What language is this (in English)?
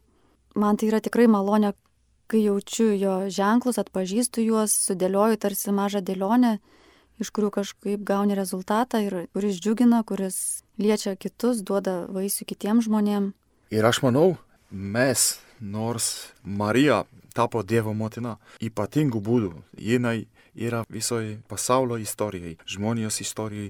Lithuanian